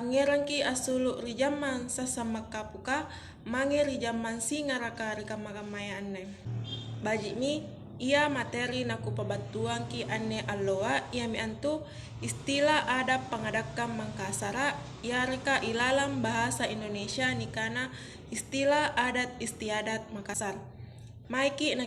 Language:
Makasar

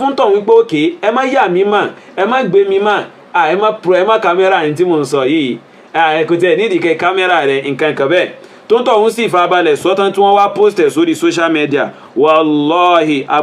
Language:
Yoruba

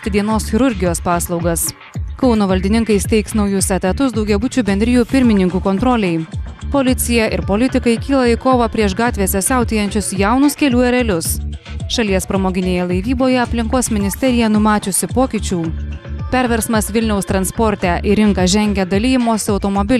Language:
Lithuanian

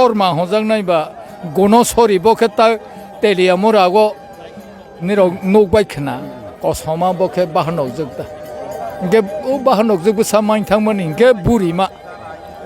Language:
Kok Borok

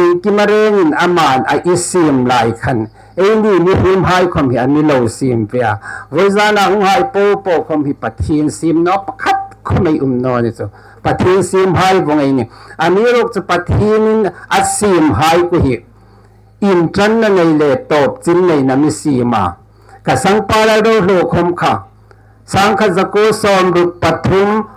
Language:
Hmar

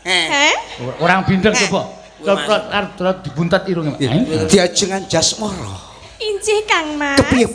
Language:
Javanese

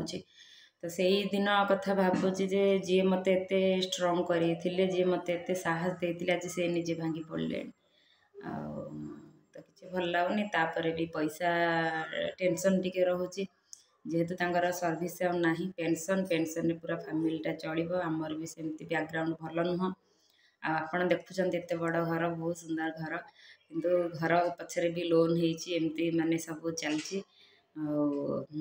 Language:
Odia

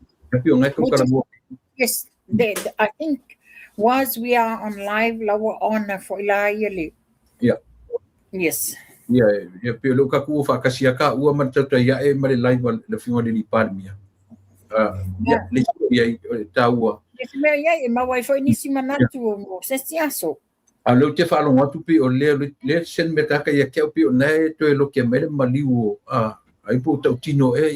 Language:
Samoan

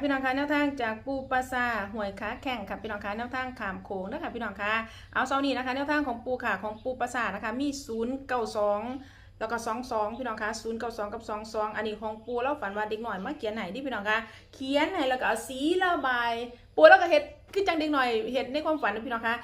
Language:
Northeastern Thai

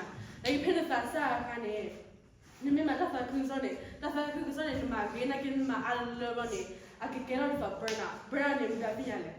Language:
S'gaw Karen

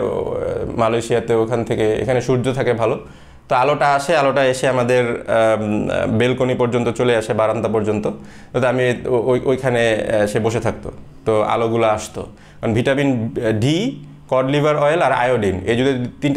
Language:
Bangla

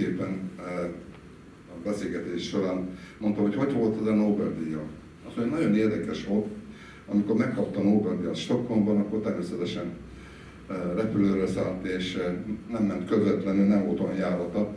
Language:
Hungarian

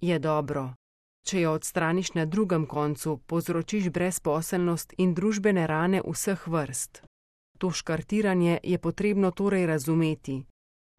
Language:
Slovenian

